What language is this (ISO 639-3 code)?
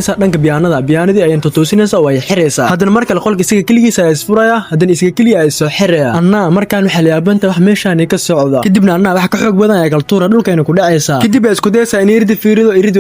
som